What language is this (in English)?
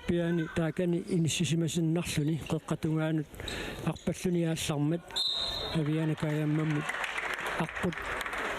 Kalaallisut